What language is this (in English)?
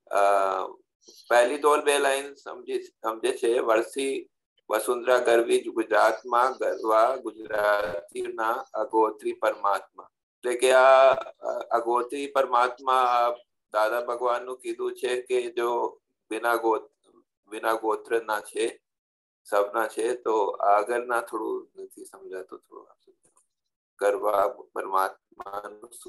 Gujarati